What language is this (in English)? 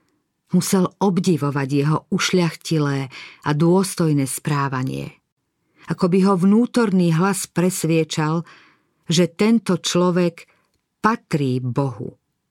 Slovak